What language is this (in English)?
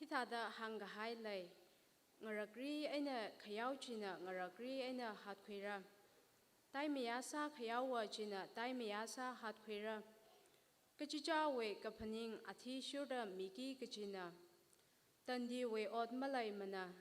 Tangkhul Naga (India)